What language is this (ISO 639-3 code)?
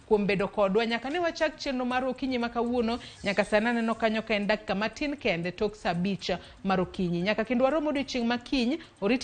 luo